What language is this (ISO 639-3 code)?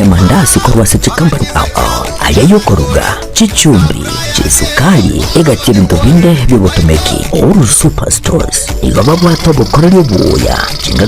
guz